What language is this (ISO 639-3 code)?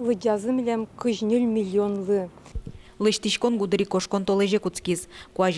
udm